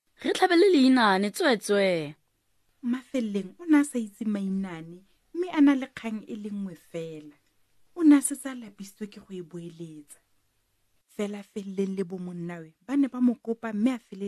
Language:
Tswana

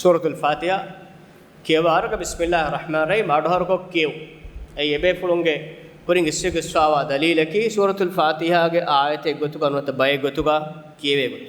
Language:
Divehi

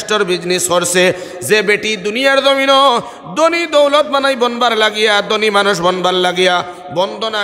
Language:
Sylheti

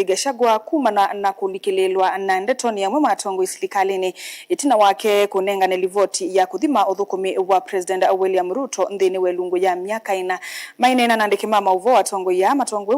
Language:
Kamba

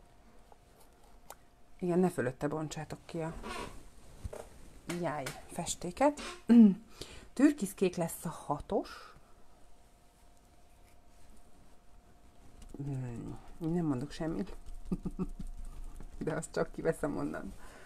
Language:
Hungarian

